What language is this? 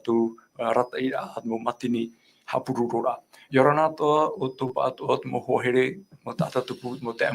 Tahitian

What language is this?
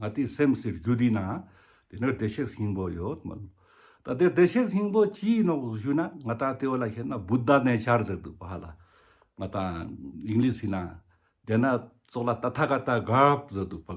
Ladakhi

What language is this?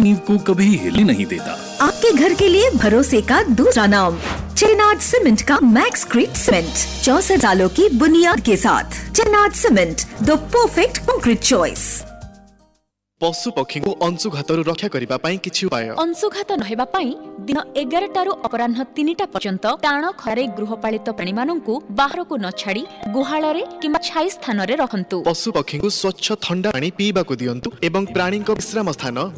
Odia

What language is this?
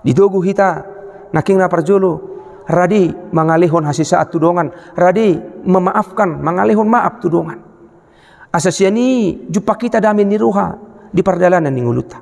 Batak Toba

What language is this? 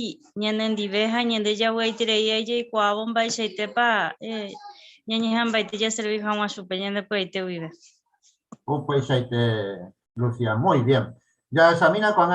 Guarani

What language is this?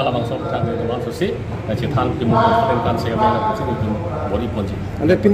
Karbi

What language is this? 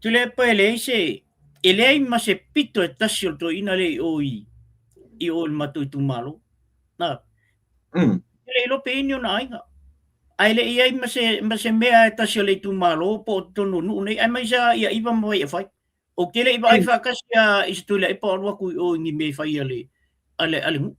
Samoan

